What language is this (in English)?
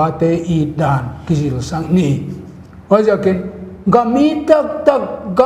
Paite Chin